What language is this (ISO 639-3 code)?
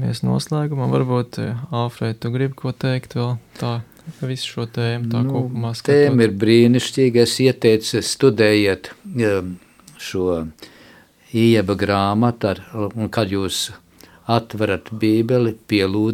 lav